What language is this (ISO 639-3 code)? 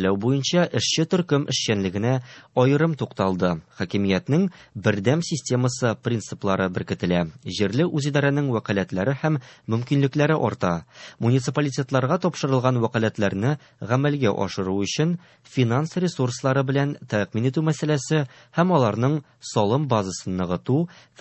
tat